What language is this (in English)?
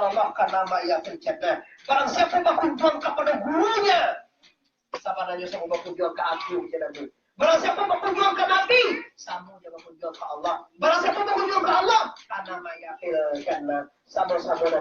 Minangkabau